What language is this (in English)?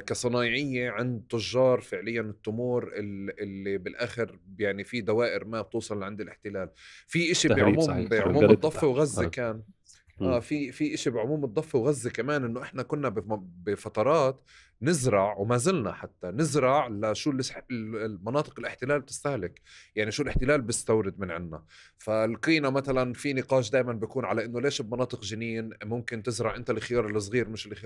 North Levantine Arabic